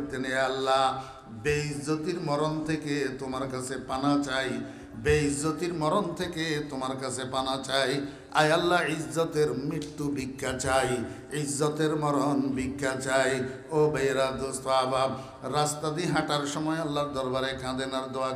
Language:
Bangla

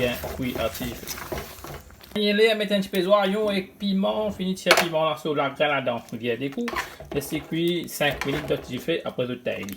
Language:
Morisyen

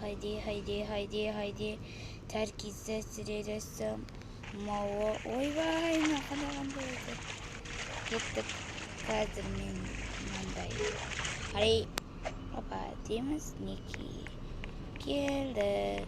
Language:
Kazakh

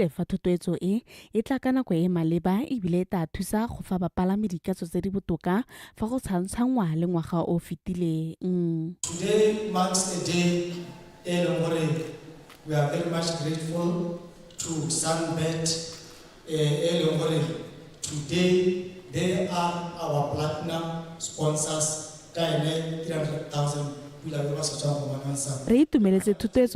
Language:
Tswana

